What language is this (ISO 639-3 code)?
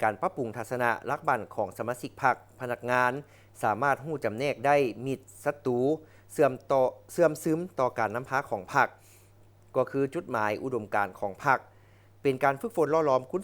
lao